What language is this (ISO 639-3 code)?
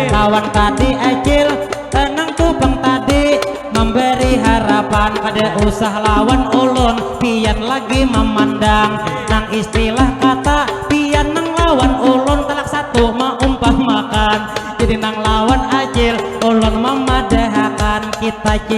bjn